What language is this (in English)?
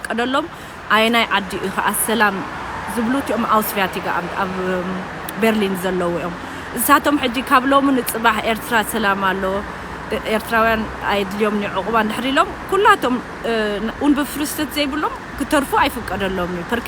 Tigrinya